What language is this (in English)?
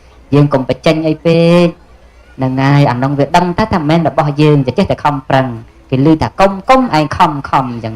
Khmer